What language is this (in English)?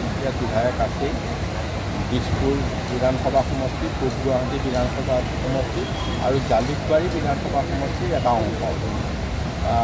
Assamese